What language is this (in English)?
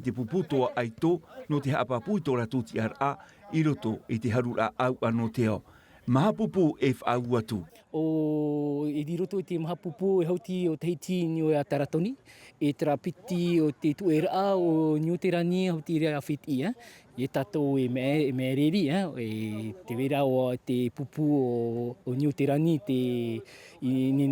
Tahitian